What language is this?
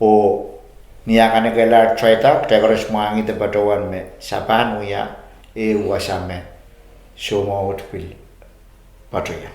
Pohnpeian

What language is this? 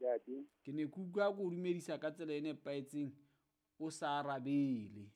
Southern Sotho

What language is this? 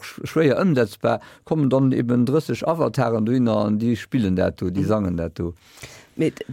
Luxembourgish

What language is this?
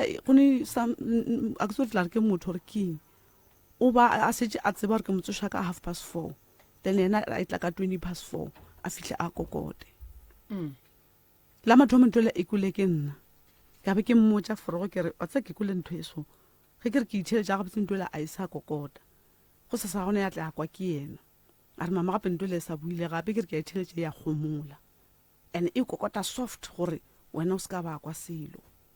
Northern Sotho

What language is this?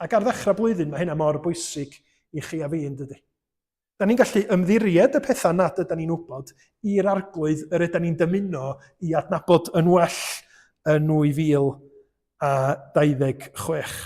Welsh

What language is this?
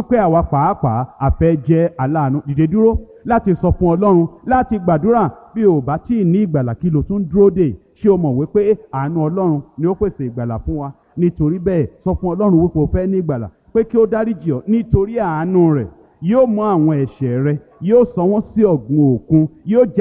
Yoruba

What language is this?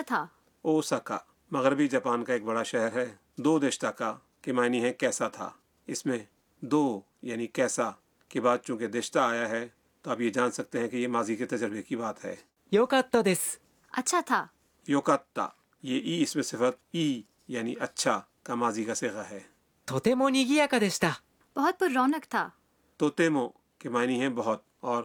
Urdu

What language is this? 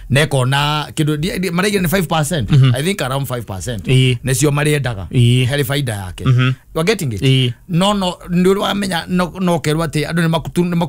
Kikuyu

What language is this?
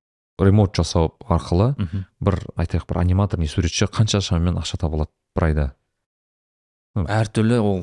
Kazakh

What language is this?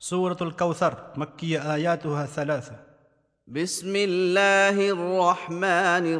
Kashmiri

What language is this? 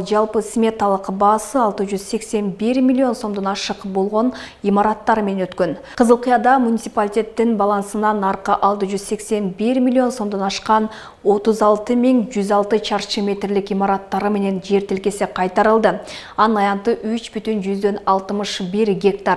Kyrgyz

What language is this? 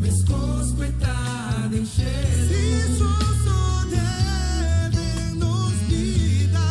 Papiamento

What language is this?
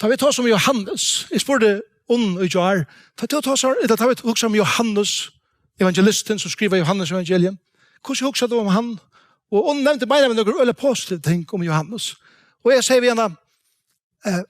Faroese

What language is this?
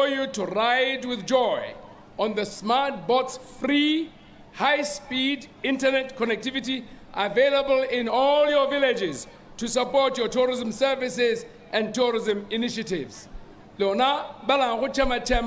Tswana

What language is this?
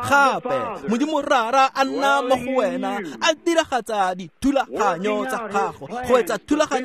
Tswana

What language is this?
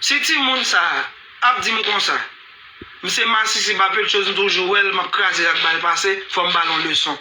Haitian Creole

